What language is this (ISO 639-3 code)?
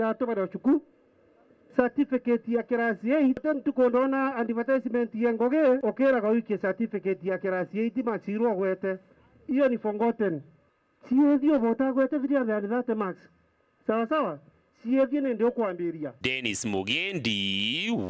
mer